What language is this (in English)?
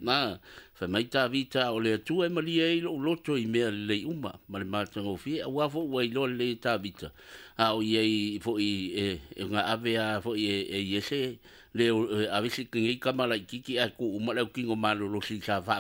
Samoan